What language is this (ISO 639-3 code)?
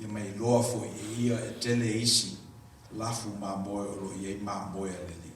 smo